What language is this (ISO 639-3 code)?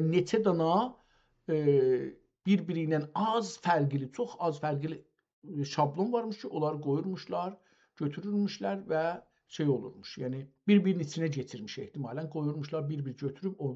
azb